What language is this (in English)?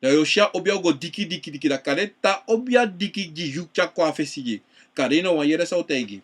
Sranan Tongo